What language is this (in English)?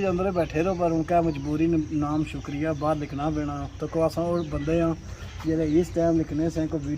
Pahari-Potwari